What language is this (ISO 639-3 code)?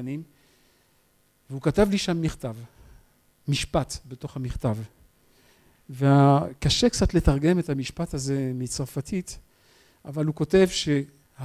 heb